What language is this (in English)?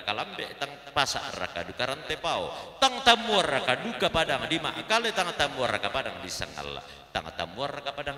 Toraja-Sa'dan